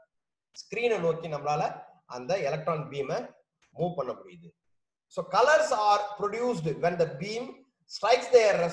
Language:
Tamil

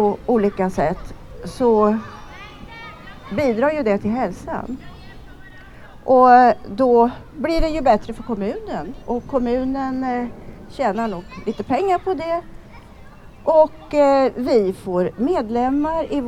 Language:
Swedish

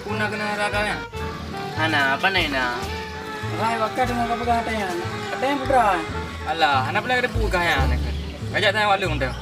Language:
Achinese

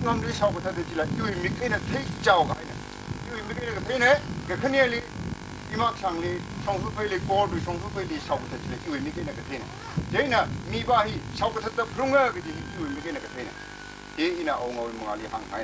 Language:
Tangkhul Naga (India)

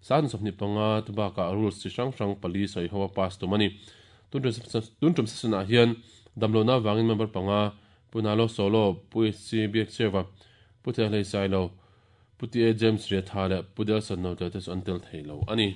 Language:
Mizo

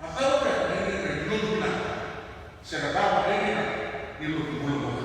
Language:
Fijian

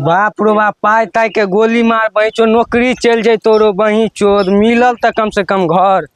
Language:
Maithili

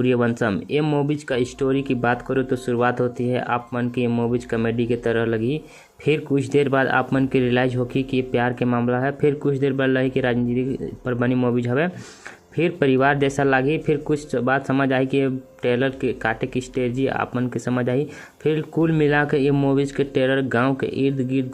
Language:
Chhattisgarhi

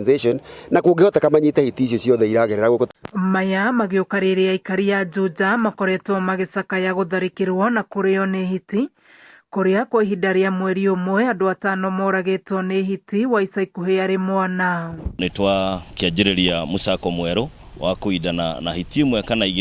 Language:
Kikuyu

